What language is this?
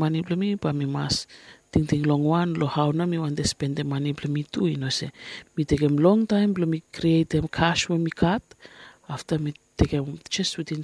Bislama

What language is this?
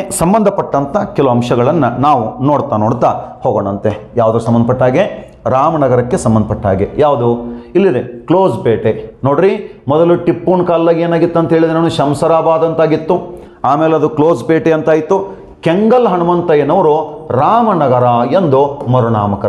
Kannada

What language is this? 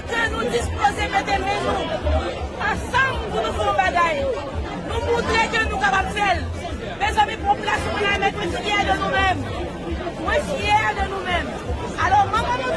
Haitian Creole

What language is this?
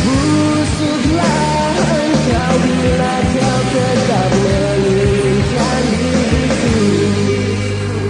Indonesian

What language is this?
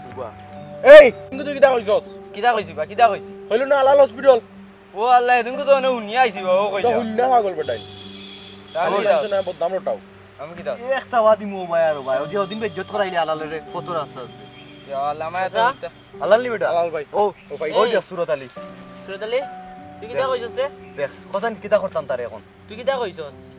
Sylheti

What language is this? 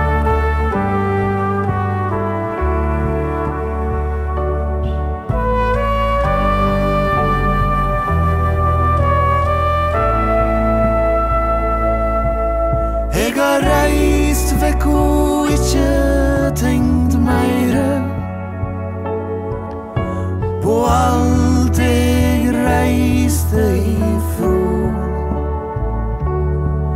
Norwegian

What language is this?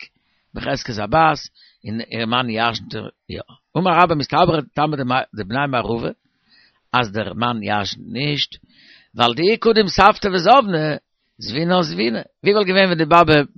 Yiddish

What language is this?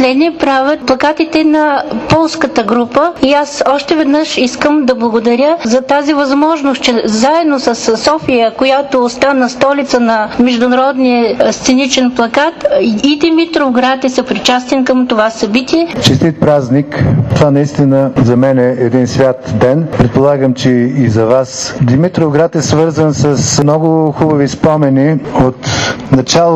Bulgarian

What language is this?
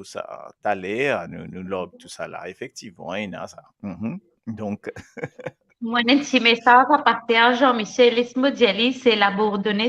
Morisyen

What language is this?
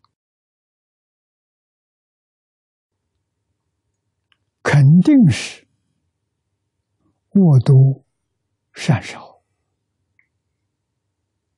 Chinese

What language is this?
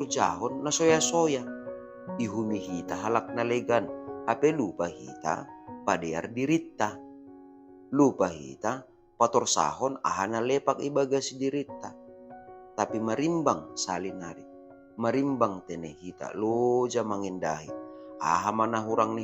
Batak Simalungun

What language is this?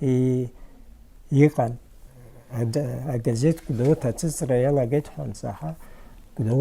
Abkhazian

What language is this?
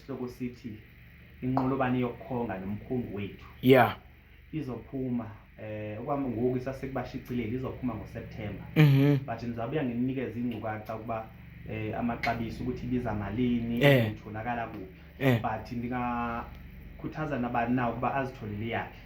Zulu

